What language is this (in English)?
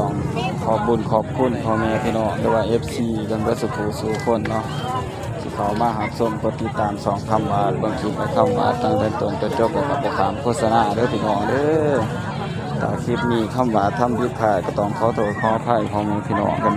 Northeastern Thai